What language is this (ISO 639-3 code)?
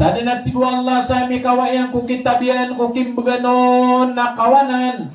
mrw